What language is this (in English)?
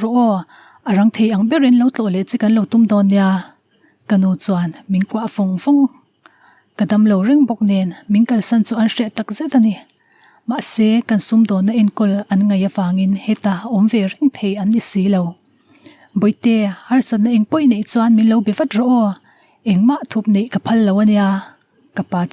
Mizo